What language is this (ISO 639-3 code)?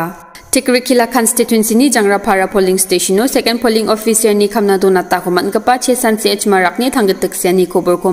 grt